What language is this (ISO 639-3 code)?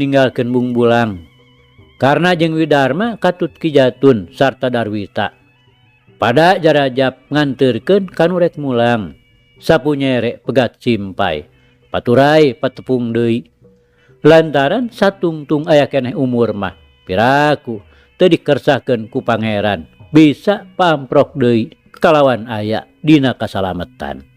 sun